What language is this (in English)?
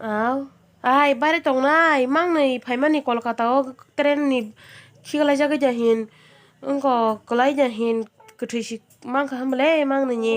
Kok Borok